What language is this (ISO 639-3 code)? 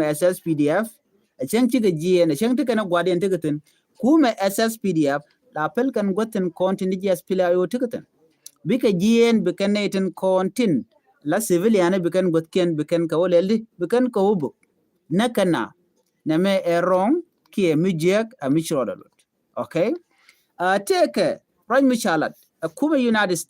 nus